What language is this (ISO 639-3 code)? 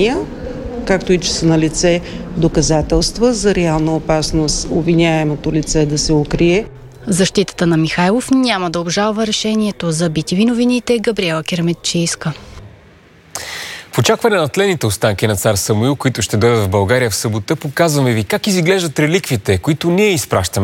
bul